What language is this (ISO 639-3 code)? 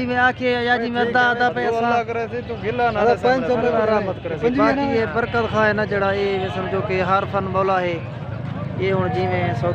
skr